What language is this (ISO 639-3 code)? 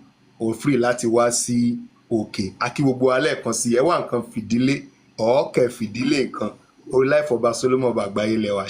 yor